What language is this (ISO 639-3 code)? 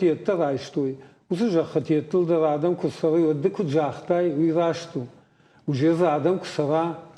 oss